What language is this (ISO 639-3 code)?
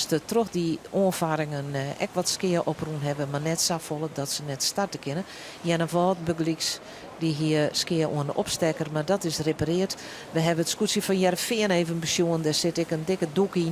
fry